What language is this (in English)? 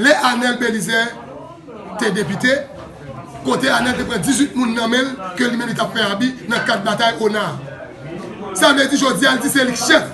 Haitian Creole